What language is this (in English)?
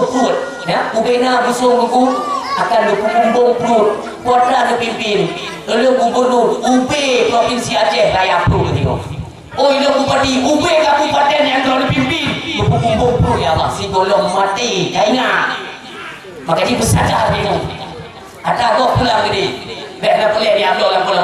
Achinese